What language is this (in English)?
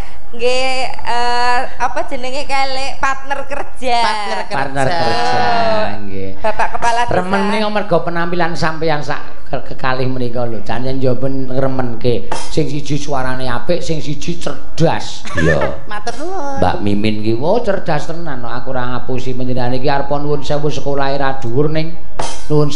Javanese